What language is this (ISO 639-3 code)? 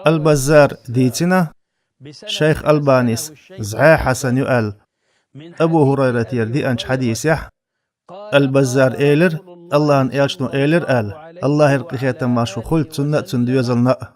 che